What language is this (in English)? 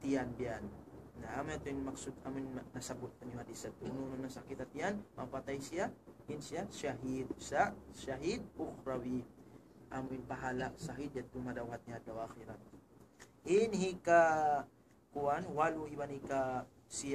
Tausug